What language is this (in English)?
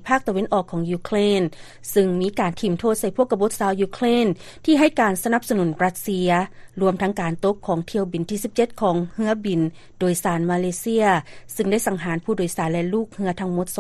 Lao